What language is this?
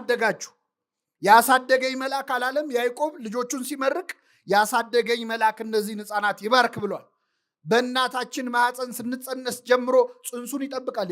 Amharic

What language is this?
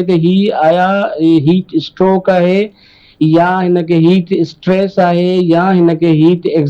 Sindhi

